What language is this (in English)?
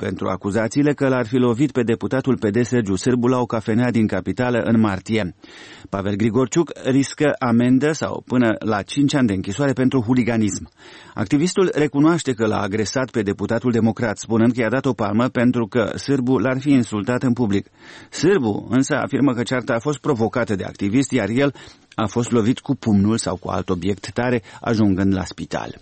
Romanian